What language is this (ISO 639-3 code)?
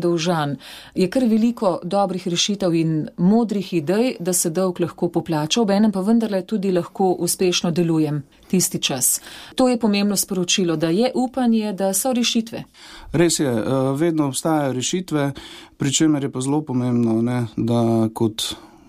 slv